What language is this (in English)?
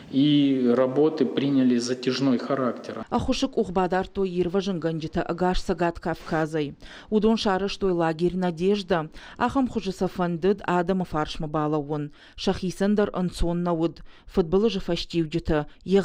Ossetic